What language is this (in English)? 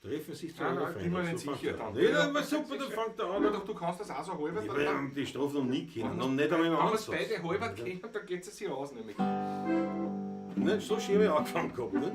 Bavarian